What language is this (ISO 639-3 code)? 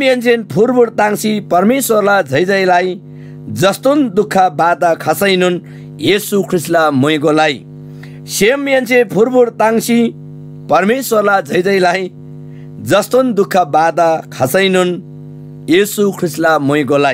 taj